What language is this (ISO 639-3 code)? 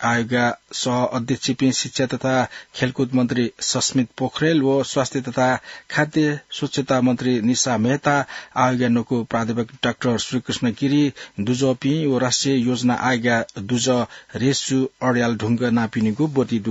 new